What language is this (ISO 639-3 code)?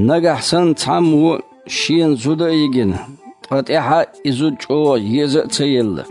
che